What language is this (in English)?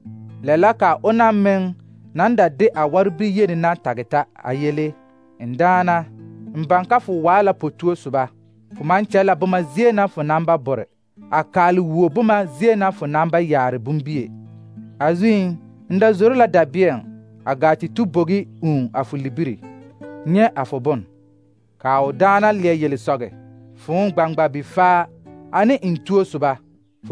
Southern Dagaare